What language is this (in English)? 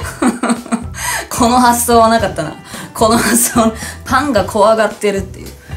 Japanese